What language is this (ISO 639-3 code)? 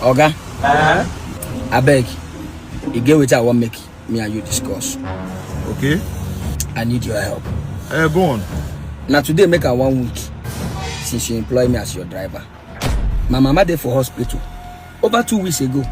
pcm